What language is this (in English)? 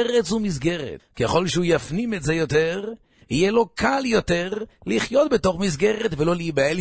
Hebrew